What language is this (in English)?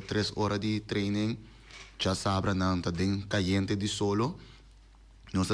Papiamento